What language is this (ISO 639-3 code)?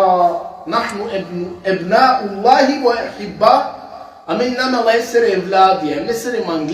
rmn